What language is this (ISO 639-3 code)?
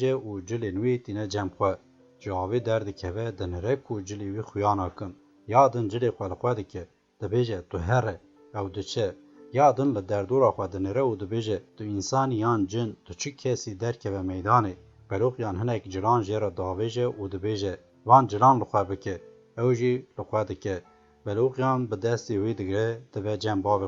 kur